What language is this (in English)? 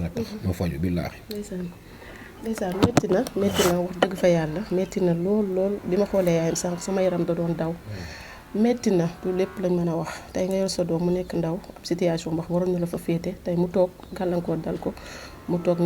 Wolof